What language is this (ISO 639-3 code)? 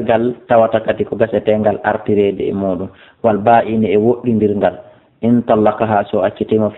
ful